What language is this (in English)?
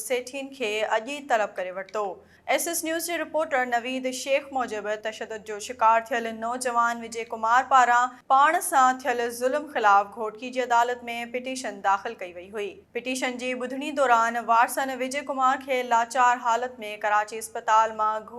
Sindhi